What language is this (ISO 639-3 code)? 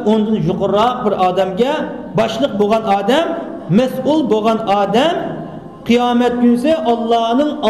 uig